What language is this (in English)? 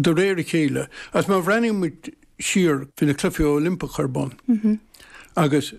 Irish